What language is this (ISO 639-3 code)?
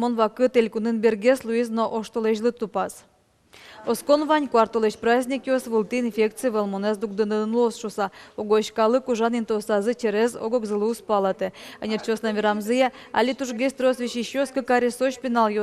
udm